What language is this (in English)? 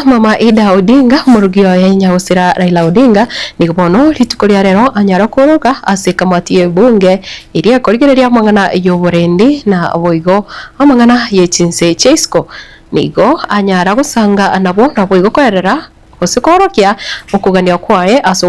Gusii